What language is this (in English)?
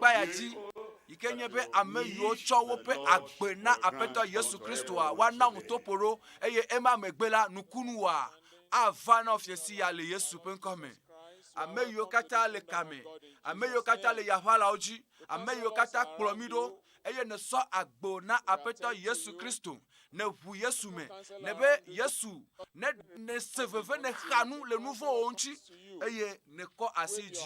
Ewe